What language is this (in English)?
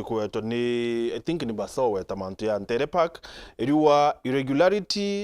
Meru